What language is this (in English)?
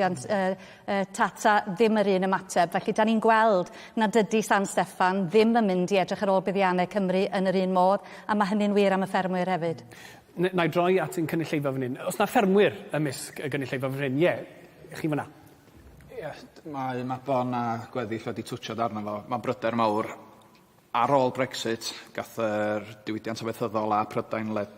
Welsh